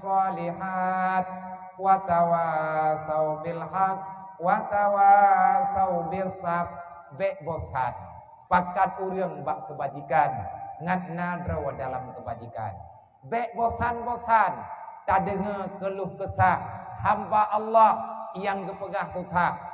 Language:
Achinese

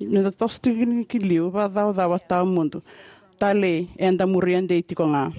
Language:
Fijian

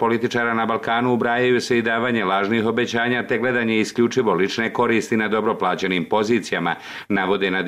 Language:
Bosnian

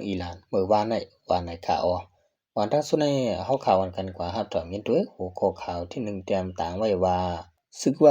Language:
Shan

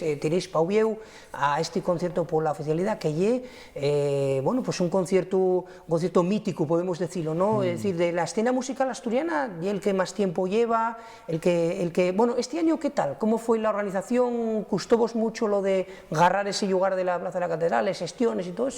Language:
Asturian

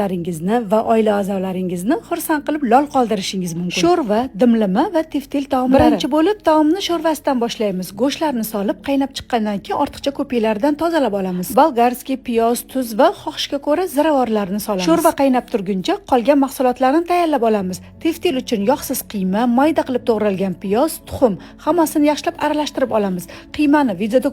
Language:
Uzbek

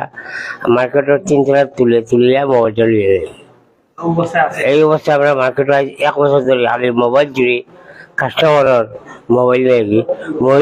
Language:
Sylheti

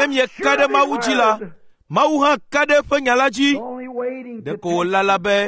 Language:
Ewe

